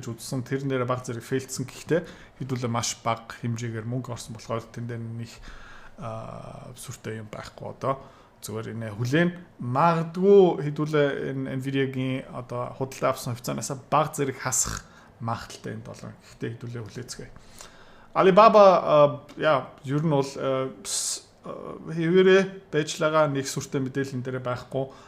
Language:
Mongolian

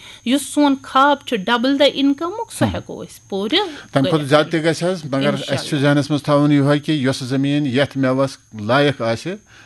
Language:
Kashmiri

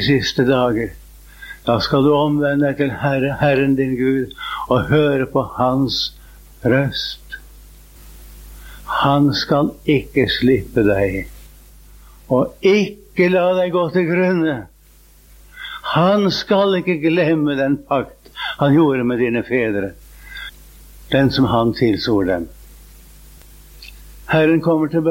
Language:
Norwegian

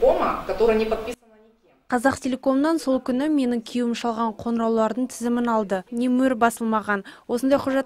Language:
Kazakh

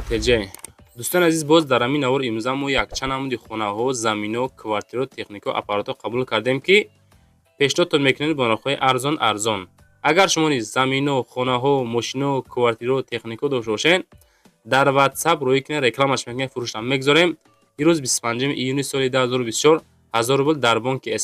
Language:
Tajik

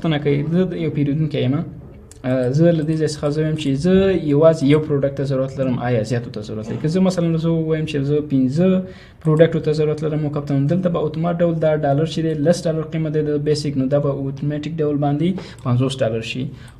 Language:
Pashto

